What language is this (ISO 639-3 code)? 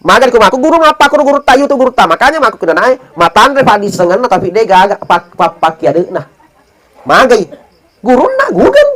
bug